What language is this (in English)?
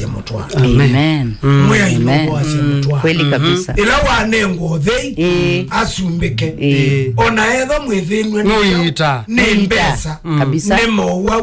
Kamba